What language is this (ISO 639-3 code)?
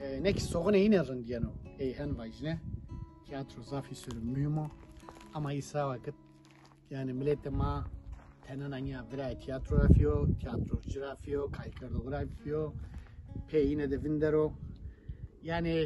zza